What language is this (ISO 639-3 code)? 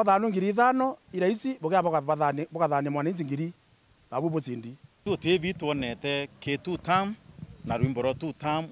mer